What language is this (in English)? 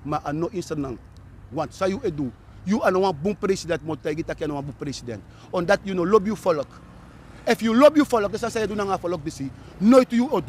Sranan Tongo